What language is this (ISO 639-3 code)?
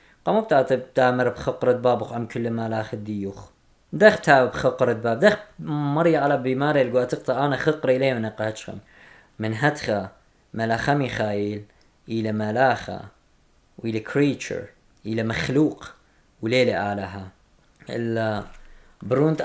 aii